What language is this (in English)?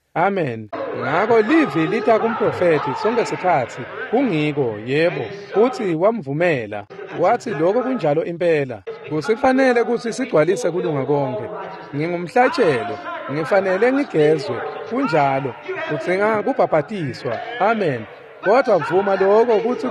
Swati